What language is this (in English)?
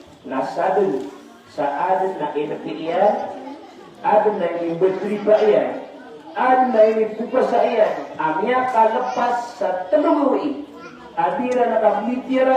Maranao